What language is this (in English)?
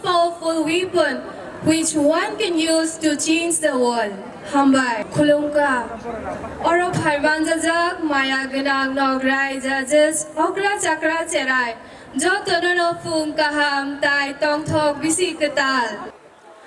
Kok Borok